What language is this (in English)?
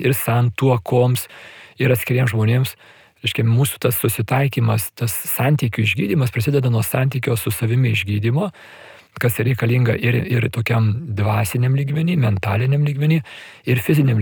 Lithuanian